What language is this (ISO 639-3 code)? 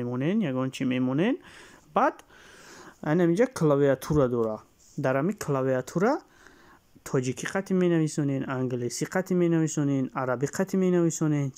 tgk